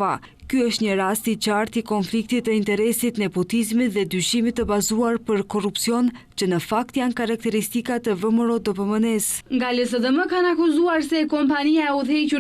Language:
Albanian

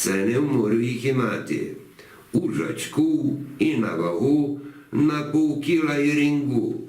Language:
Rusyn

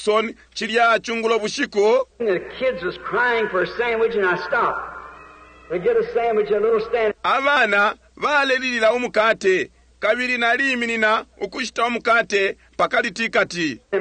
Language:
Bemba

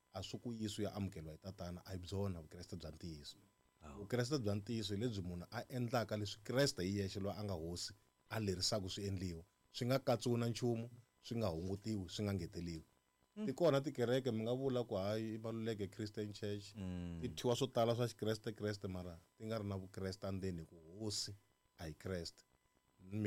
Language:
Tsonga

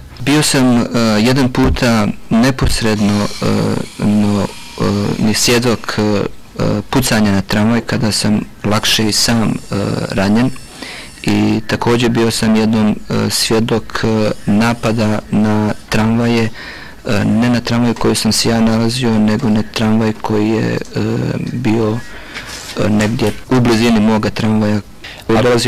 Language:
Bosnian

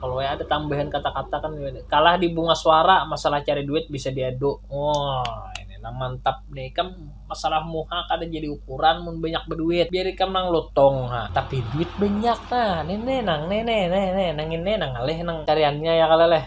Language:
Banjar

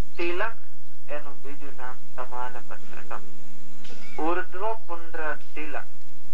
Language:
Gujarati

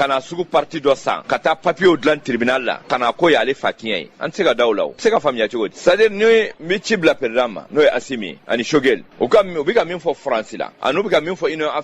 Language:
Bambara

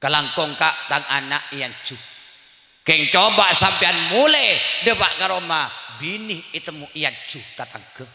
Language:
Madurese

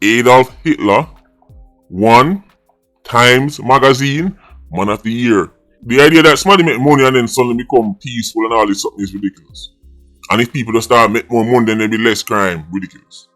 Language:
Jamaican Creole English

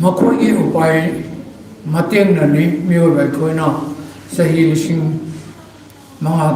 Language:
Manipuri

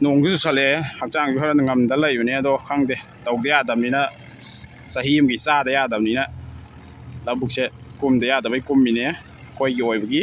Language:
Manipuri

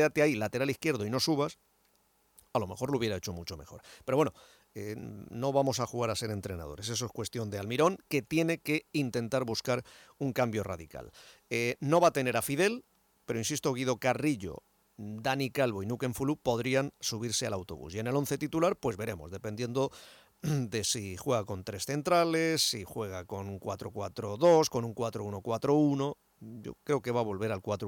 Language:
Spanish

